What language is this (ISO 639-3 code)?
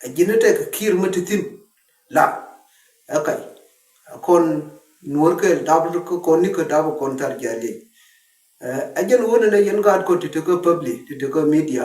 nus